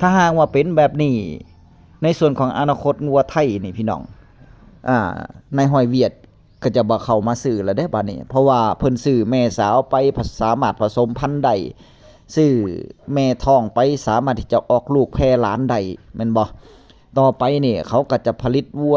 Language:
Northeastern Thai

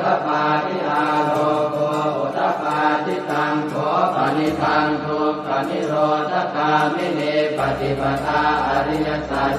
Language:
Pali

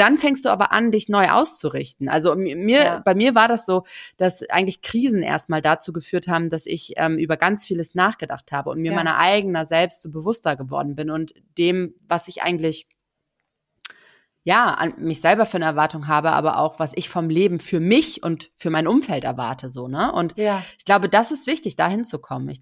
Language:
German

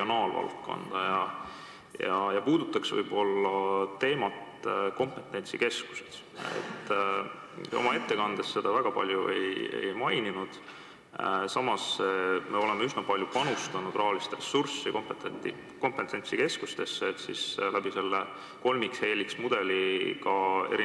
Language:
Estonian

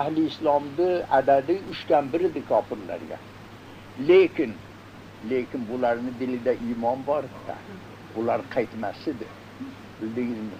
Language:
Uzbek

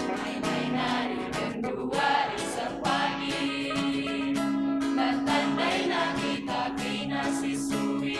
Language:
Batak Karo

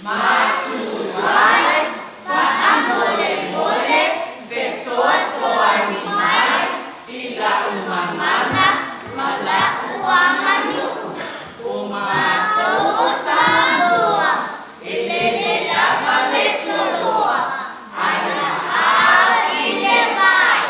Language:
Samoan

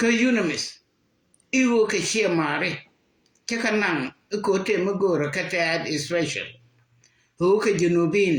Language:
Nuer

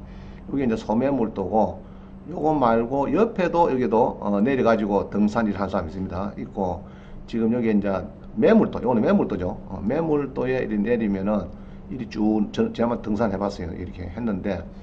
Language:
Korean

